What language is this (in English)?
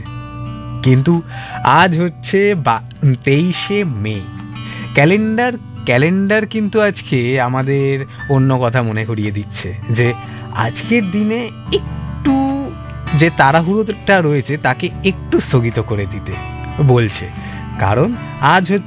Bangla